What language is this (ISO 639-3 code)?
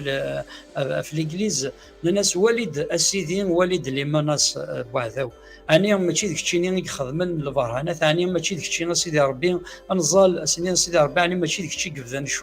kab